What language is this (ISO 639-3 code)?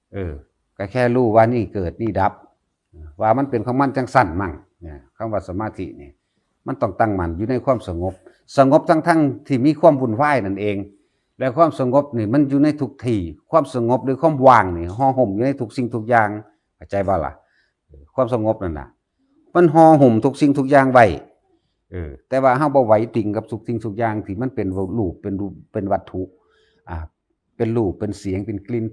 tts